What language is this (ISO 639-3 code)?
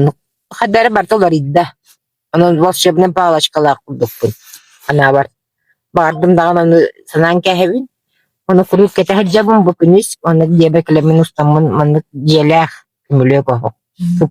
sah